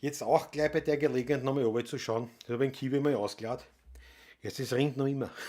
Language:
Bavarian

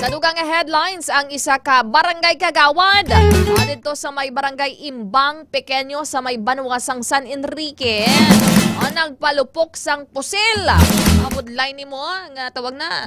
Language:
Hiligaynon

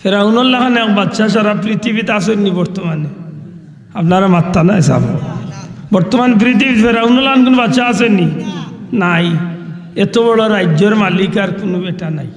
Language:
Sylheti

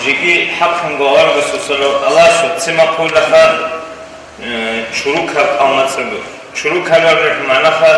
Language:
Avaric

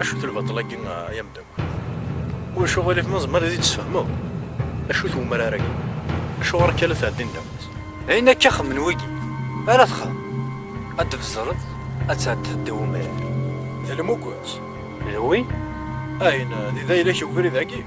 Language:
Kabyle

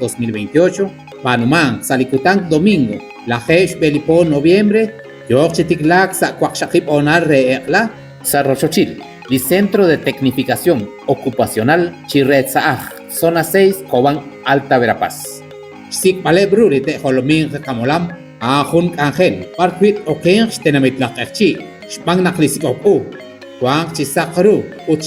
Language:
Kekchí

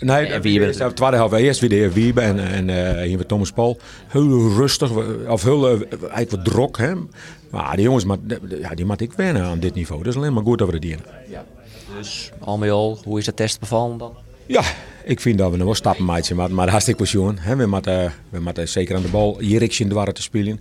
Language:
Western Frisian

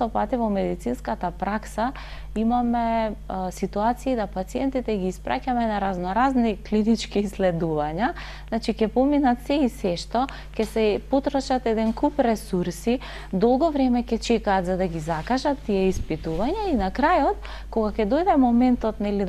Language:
Macedonian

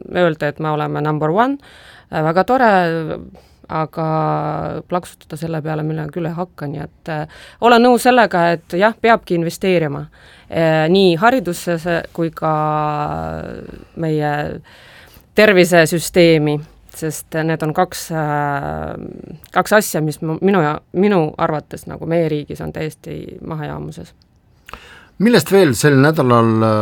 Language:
Estonian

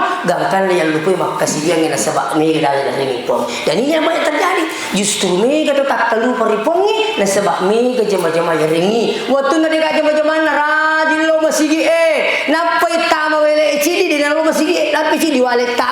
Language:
Buginese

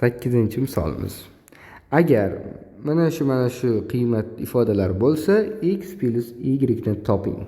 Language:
Uzbek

